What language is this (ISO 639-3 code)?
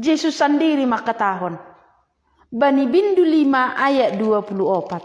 bts